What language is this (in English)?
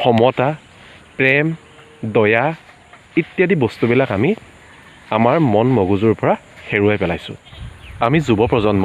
Assamese